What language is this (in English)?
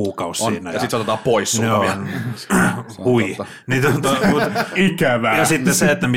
Finnish